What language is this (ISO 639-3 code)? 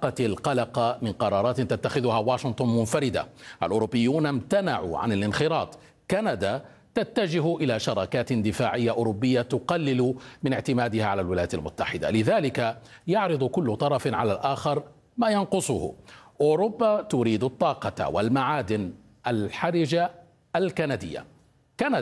ara